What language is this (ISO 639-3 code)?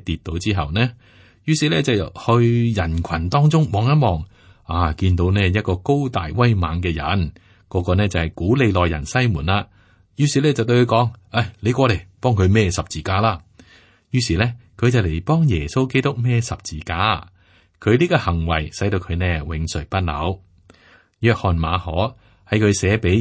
yue